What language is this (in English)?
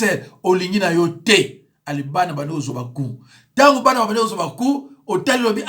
Lingala